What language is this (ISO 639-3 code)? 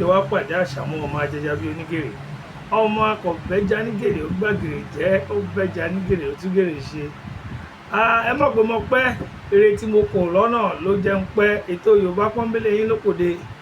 yor